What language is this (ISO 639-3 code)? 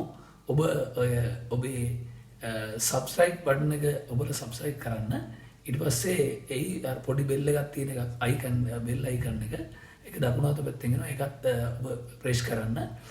sin